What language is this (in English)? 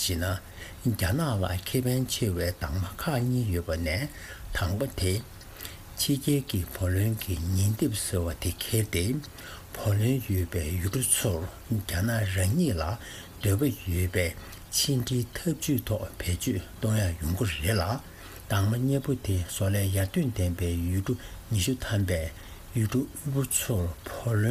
Tibetan